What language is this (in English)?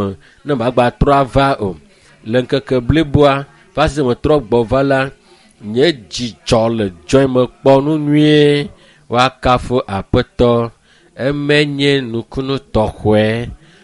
Ewe